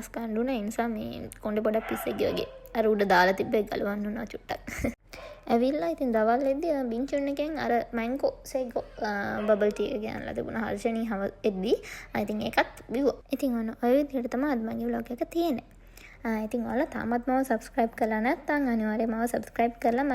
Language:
Sinhala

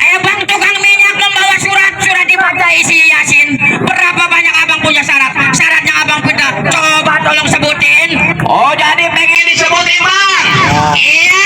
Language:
Betawi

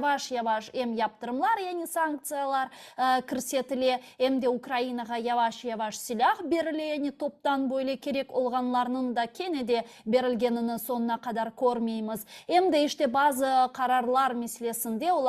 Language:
Crimean Tatar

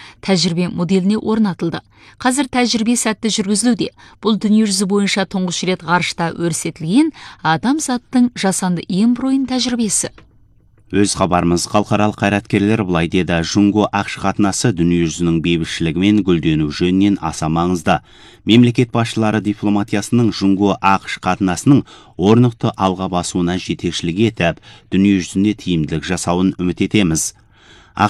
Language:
Kazakh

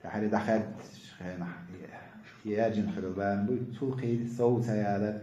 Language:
Chechen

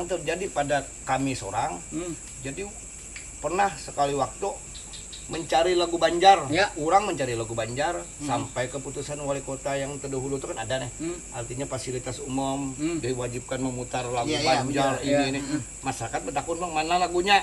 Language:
Banjar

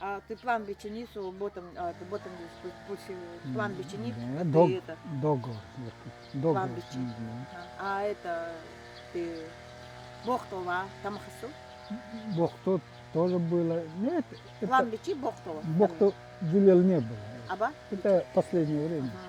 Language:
Nanai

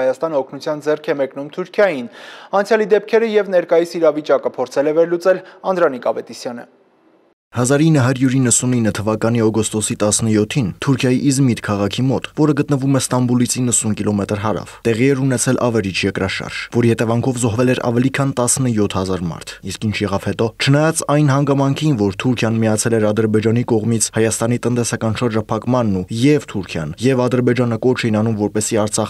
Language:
Armenian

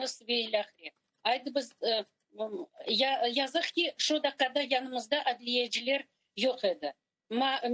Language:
Crimean Tatar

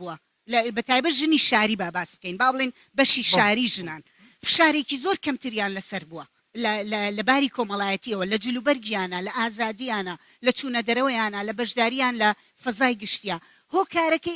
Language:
Central Kurdish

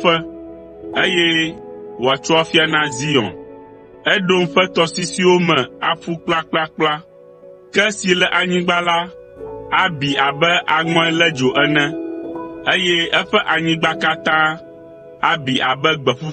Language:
Ewe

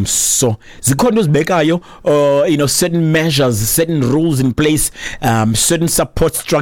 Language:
Xhosa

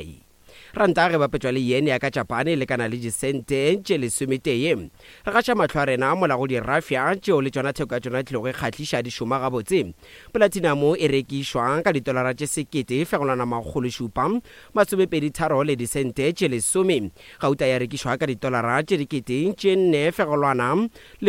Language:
Northern Sotho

